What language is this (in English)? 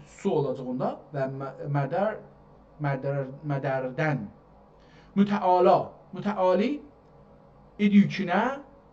South Azerbaijani